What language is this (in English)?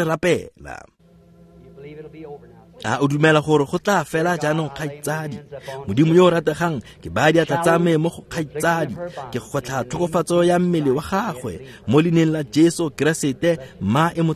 Tswana